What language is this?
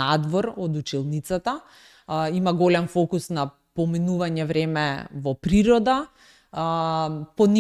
Macedonian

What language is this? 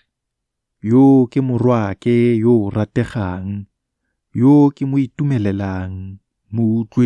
Tswana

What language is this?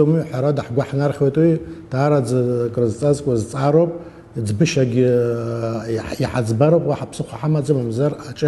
Abkhazian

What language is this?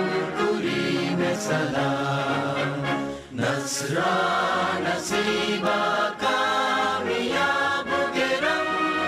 Divehi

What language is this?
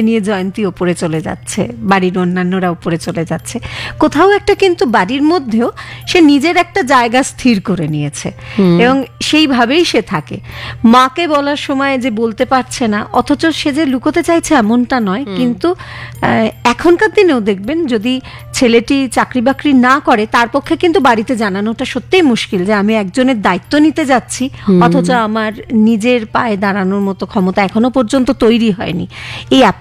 Bangla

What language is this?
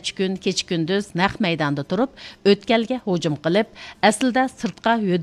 Uyghur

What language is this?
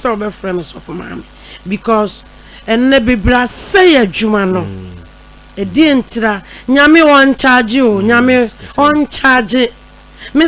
Akan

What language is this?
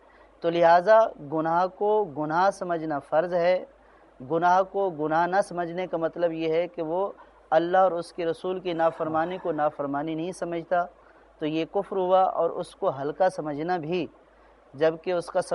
Urdu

